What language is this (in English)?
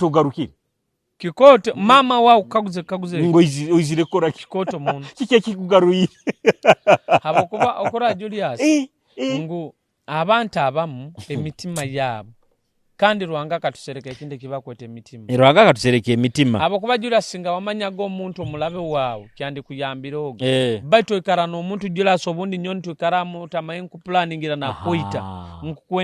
Nyoro